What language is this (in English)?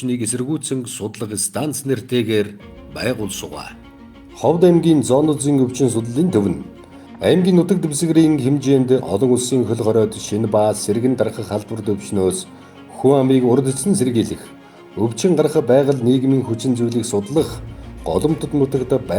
Mongolian